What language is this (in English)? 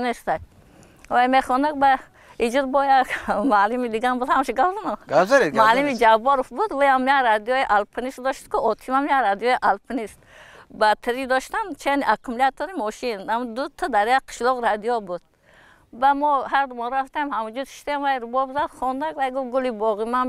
Tajik